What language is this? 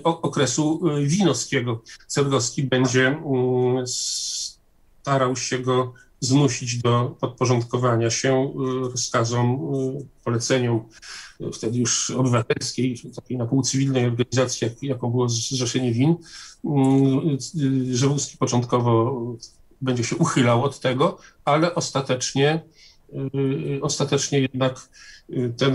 Polish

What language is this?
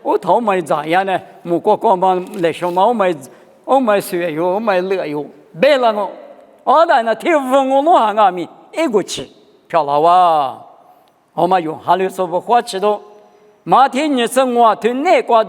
Lisu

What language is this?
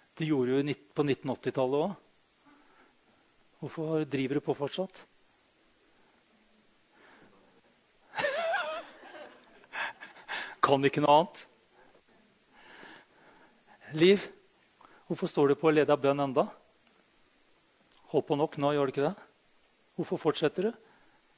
Norwegian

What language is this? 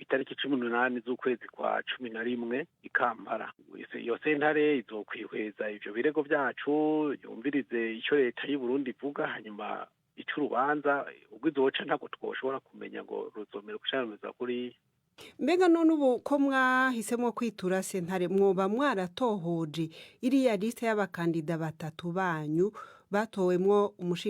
Rundi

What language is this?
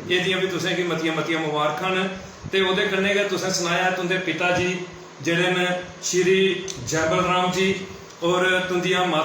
Dogri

